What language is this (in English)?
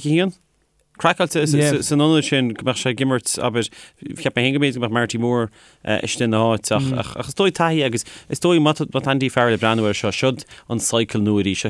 Irish